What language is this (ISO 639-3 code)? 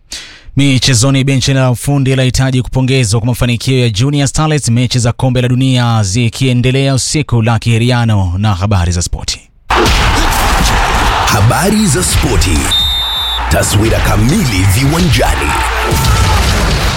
swa